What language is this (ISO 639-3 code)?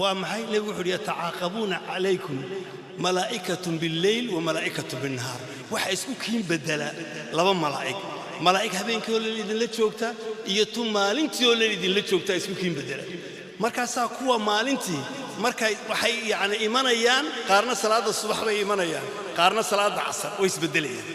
som